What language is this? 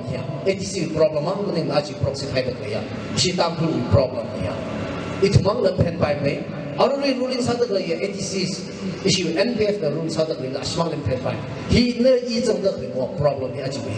Tangkhul Naga (India)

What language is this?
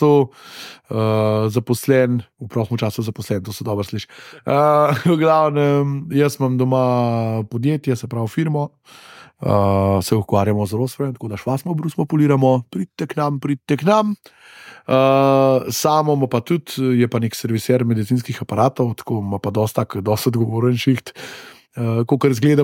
Slovenian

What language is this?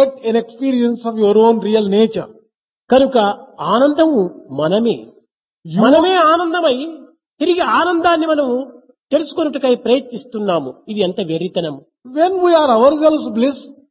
Telugu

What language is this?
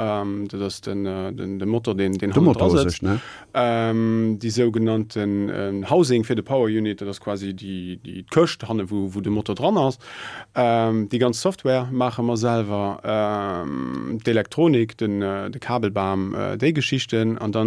Luxembourgish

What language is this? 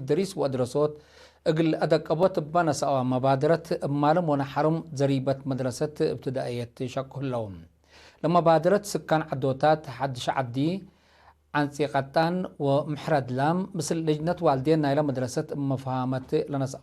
Tigre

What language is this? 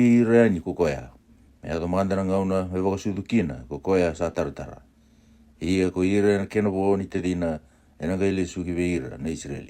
Fijian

